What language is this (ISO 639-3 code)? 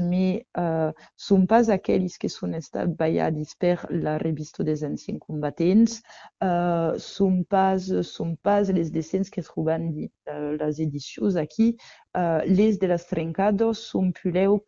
oci